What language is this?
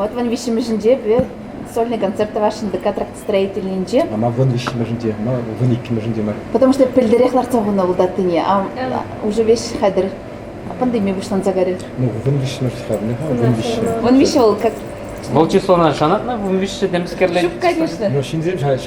Chuvash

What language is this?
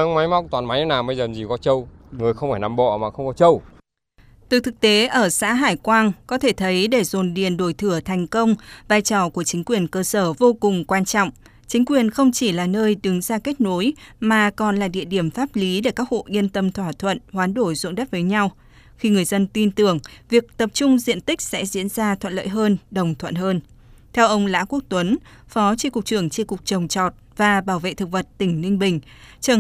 Vietnamese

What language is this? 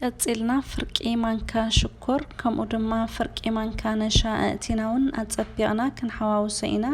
Tigrinya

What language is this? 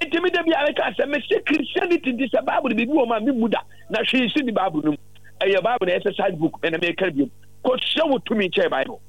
Akan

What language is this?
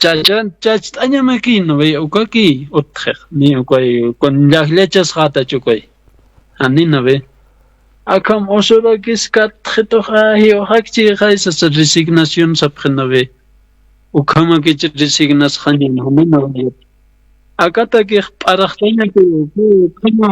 Aymara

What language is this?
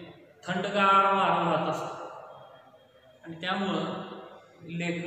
Marathi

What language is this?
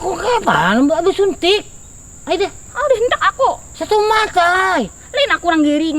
Banjar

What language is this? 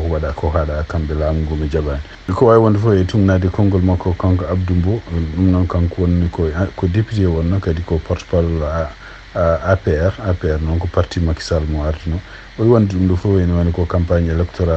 Fula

